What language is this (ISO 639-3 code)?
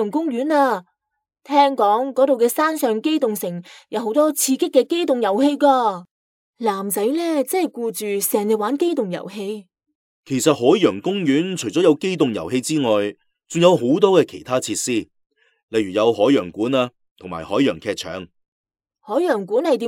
yue